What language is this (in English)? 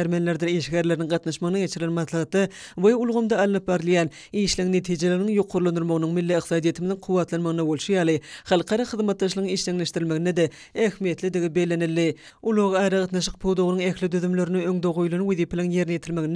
Turkmen